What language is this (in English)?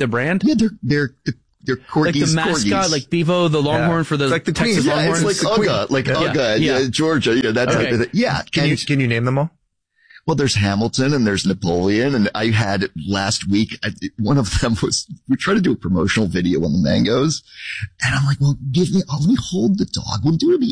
English